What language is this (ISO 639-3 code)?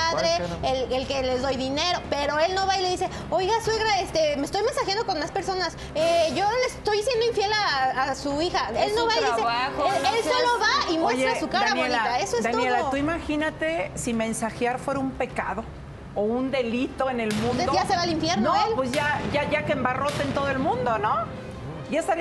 spa